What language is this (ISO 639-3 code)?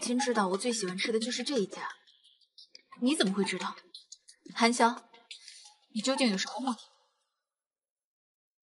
zho